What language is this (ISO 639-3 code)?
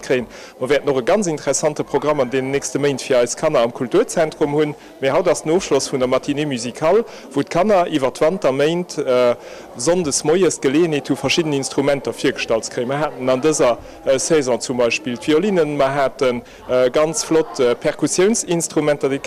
ltz